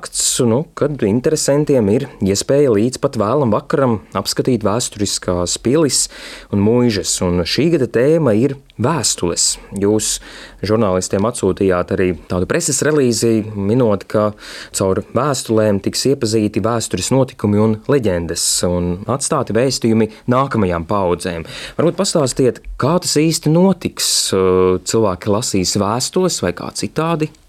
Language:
Latvian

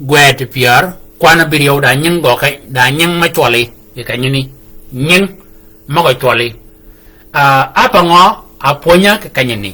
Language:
Shilluk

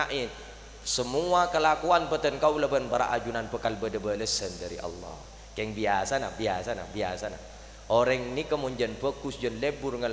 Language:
Madurese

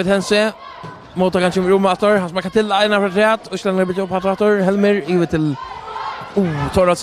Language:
Faroese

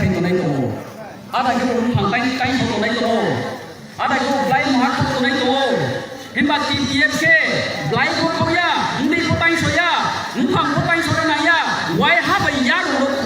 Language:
Riang (India)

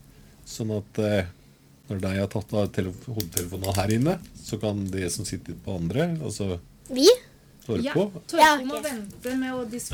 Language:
Norwegian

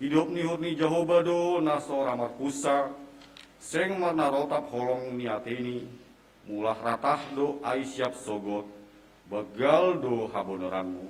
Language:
Batak Simalungun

